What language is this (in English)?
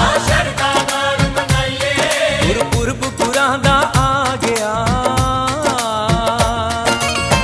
Punjabi